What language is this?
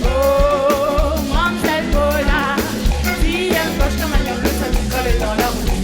Réunion Creole French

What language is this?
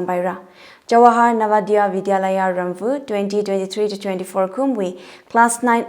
Tangkhul Naga (India)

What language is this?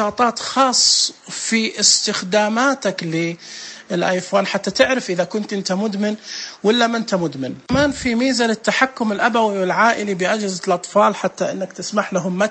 Najdi Arabic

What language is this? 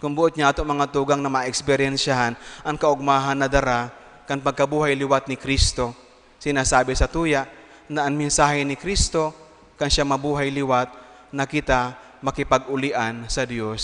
Bikol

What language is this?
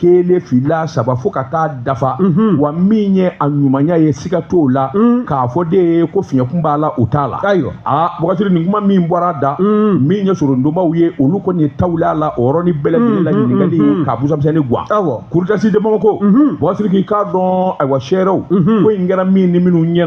Bambara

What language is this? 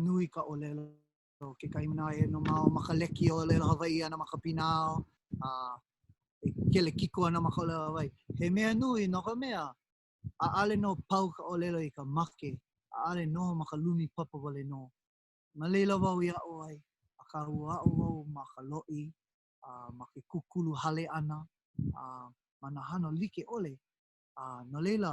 Hawaiian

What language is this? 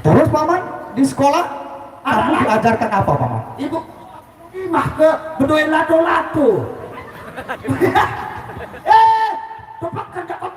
Sasak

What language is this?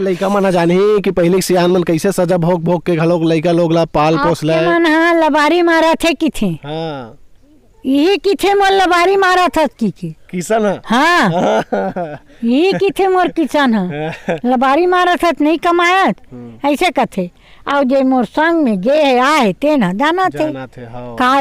Chhattisgarhi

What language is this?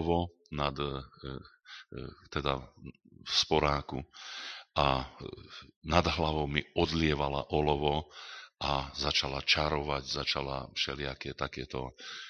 Slovak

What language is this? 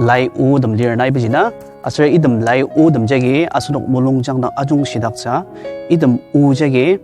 Ao Naga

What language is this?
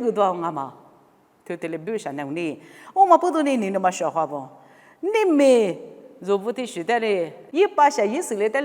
Lisu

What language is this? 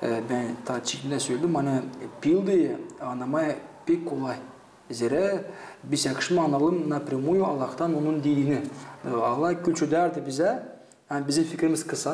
Gagauz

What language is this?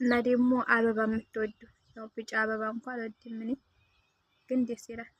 Amharic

